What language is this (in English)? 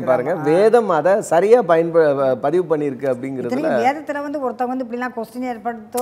Tamil